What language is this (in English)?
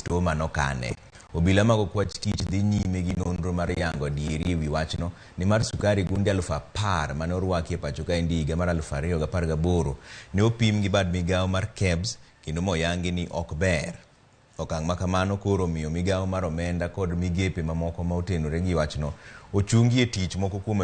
Luo (Kenya and Tanzania)